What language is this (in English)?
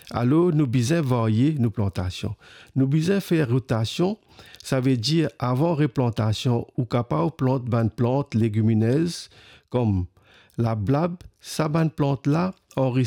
Morisyen